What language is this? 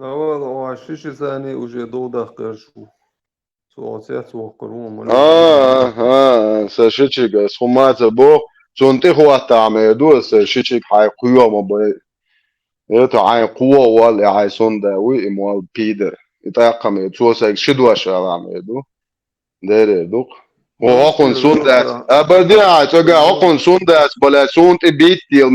Chechen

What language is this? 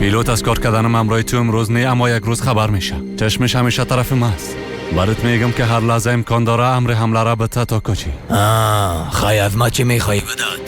Persian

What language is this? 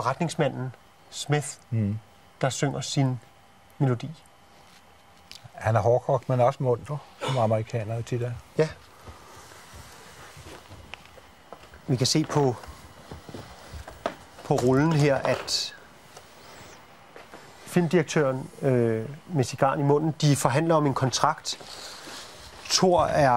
Danish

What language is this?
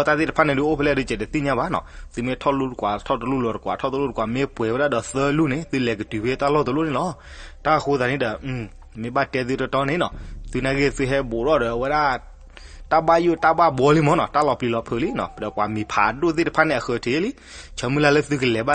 S'gaw Karen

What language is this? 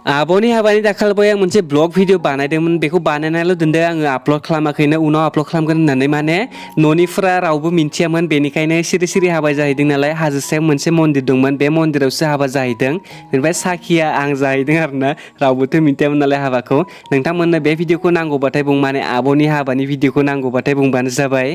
Bodo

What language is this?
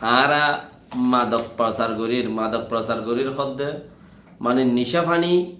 Rohingya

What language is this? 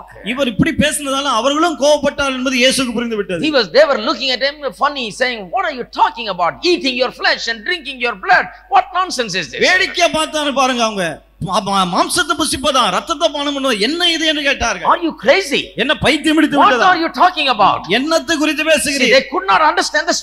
Tamil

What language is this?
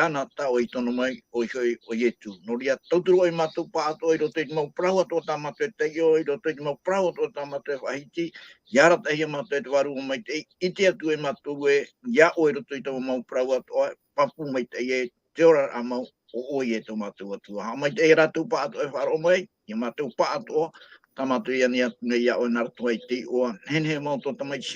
Tahitian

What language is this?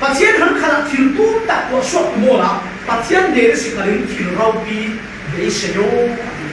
Falam Chin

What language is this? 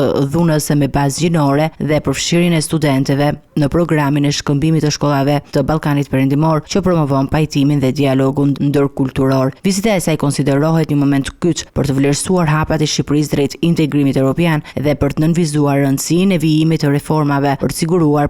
Albanian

